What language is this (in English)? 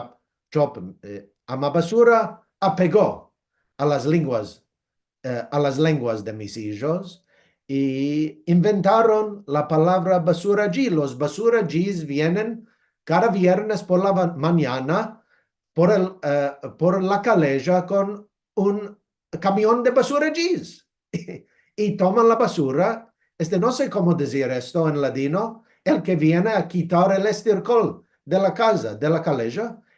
Ladino